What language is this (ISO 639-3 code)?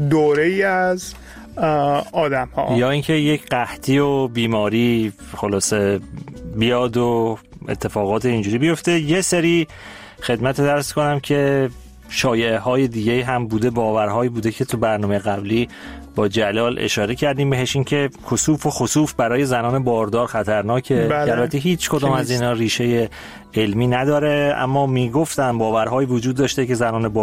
fas